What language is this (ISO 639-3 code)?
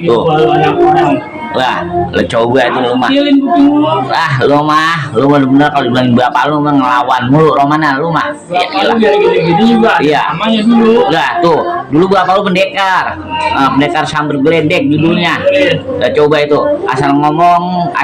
bew